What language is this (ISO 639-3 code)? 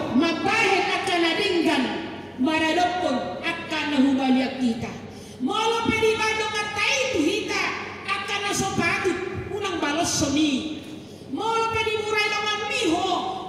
bbc